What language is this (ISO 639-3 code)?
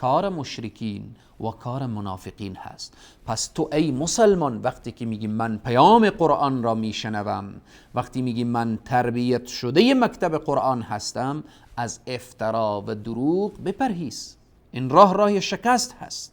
fas